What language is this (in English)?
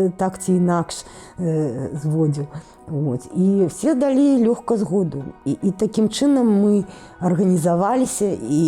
Belarusian